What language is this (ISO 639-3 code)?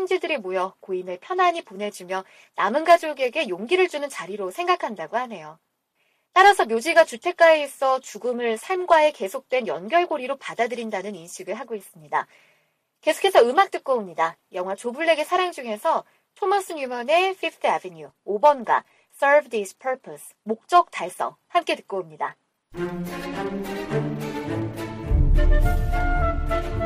kor